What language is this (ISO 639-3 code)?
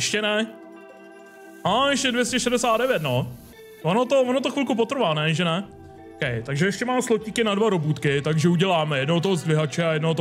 ces